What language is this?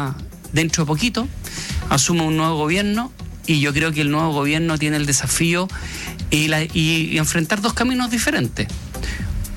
Spanish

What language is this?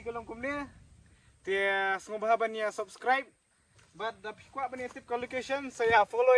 Khasi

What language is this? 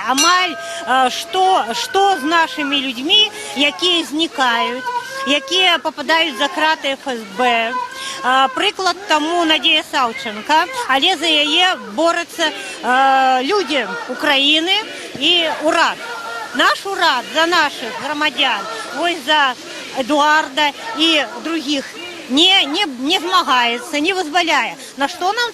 Belarusian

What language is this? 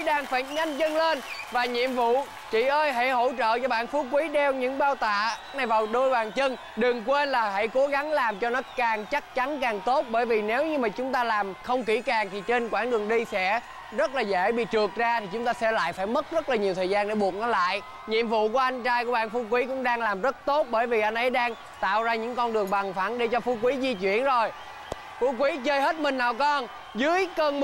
Vietnamese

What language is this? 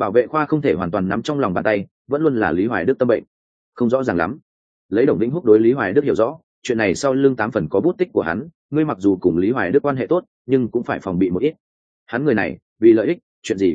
Vietnamese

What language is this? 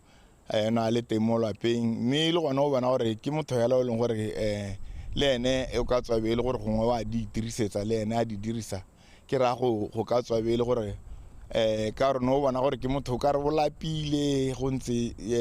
Tswana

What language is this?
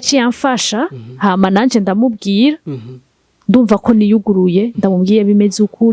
Rundi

